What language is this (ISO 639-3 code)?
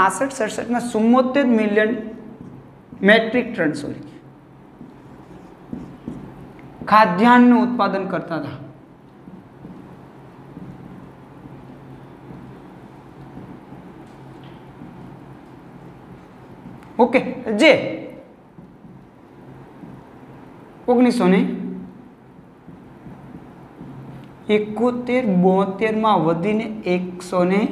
guj